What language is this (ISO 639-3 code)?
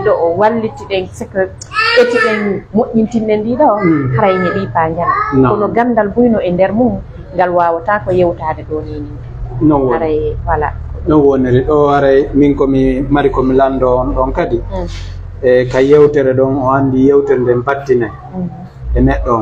ful